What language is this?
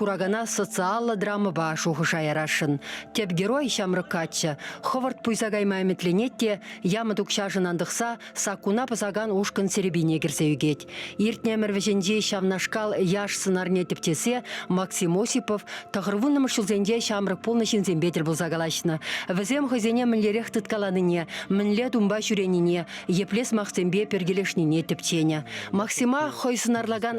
Chuvash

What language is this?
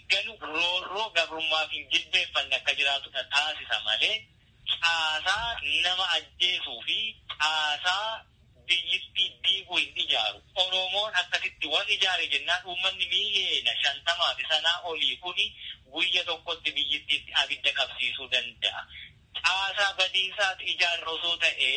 Oromo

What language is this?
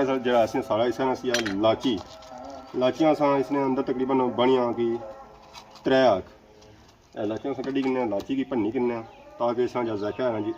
Pahari-Potwari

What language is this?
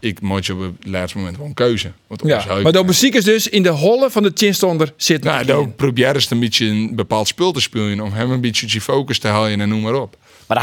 Western Frisian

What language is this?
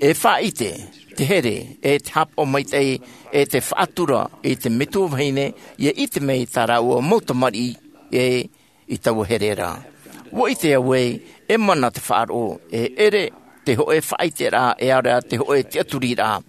Tahitian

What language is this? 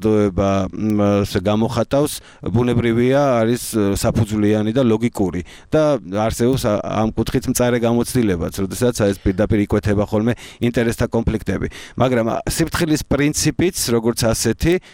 Georgian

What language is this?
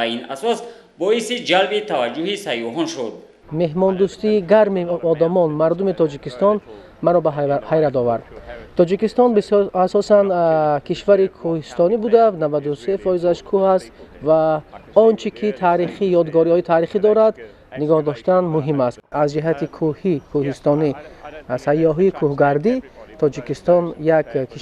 Tajik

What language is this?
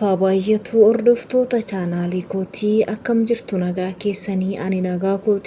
Oromo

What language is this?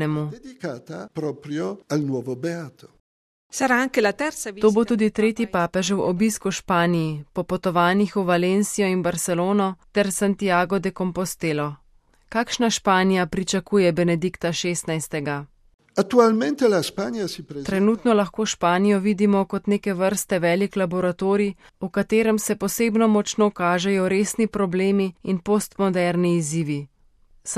Slovenian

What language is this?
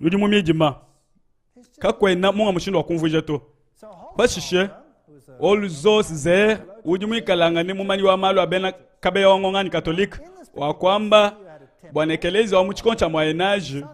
Luba-Lulua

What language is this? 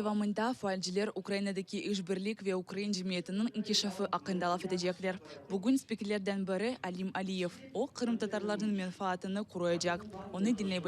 Crimean Tatar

